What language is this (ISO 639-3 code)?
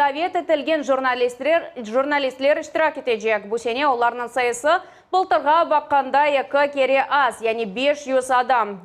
crh